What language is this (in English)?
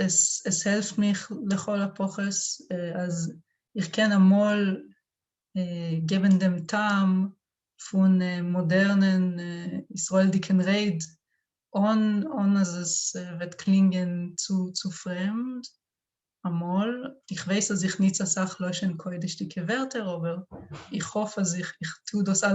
Yiddish